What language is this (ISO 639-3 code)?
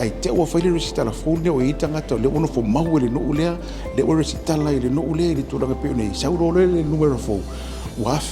smo